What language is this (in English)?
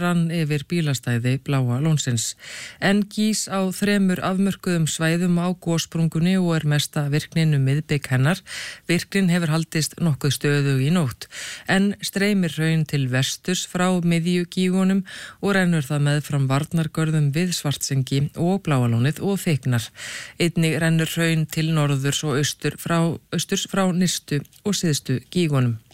Icelandic